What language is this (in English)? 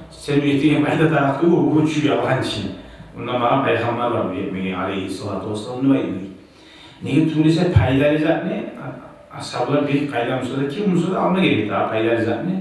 Kumyk